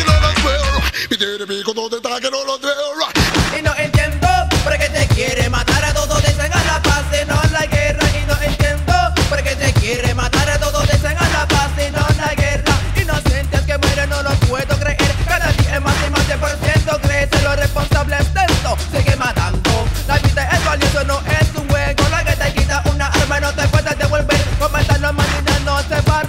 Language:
Spanish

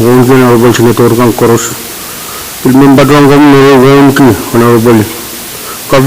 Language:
Pohnpeian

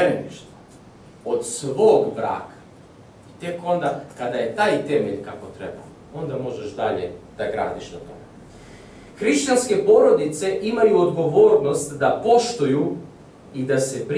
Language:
Serbian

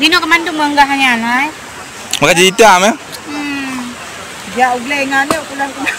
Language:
Achinese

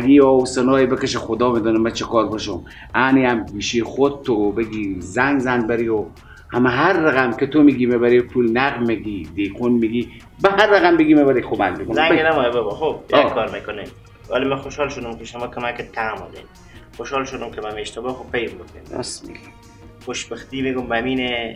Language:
Persian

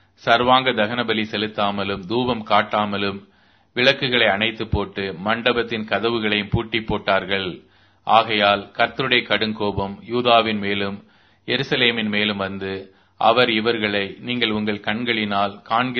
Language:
Tamil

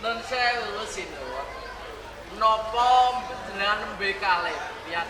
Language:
Javanese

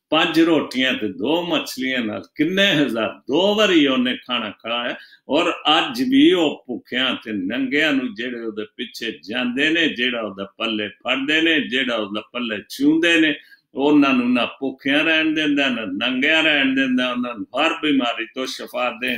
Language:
Punjabi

